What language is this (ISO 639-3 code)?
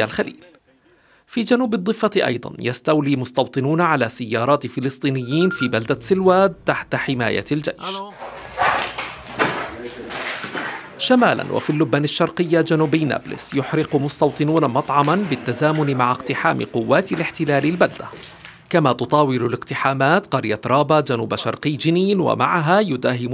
ara